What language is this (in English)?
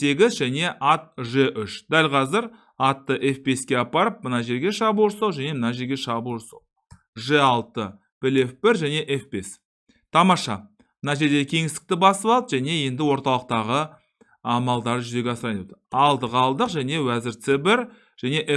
Kazakh